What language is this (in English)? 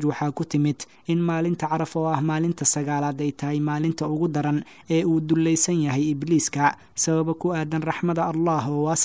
Somali